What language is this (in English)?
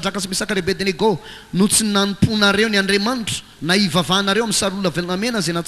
Malagasy